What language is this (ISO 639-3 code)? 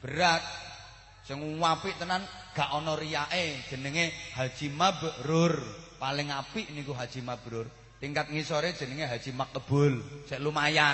jav